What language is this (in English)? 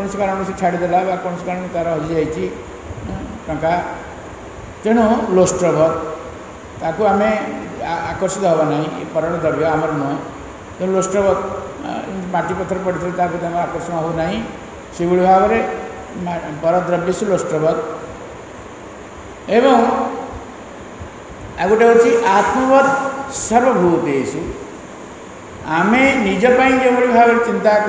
Odia